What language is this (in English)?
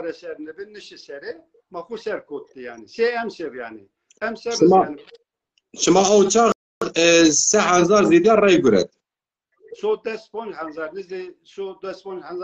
Zaza